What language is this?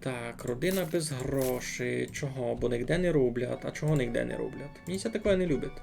Rusyn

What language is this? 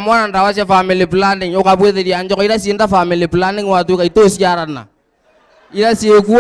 Meru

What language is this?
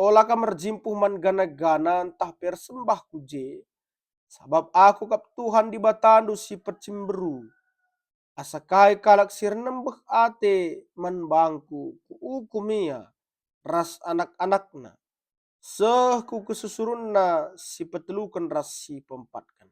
Batak Karo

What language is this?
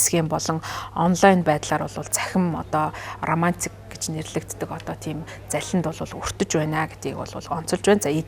Mongolian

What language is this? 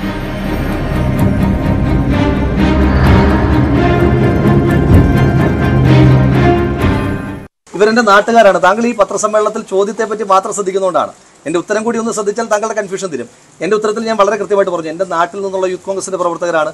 Malayalam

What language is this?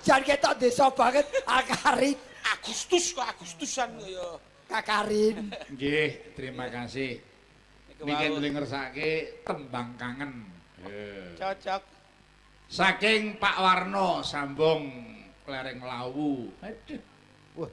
Javanese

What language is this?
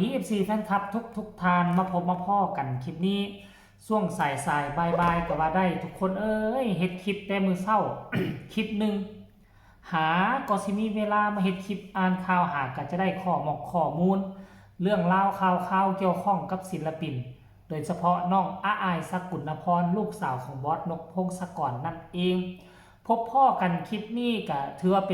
Northeastern Thai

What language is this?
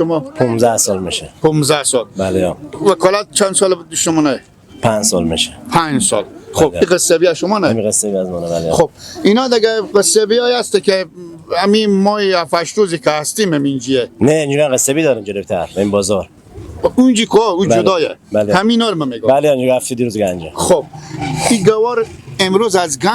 Persian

